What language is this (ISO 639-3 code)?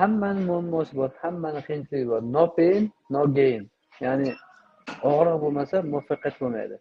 uzb